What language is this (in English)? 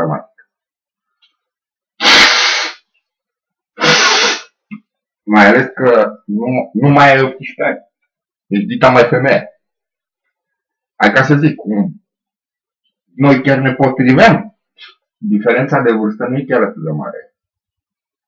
Romanian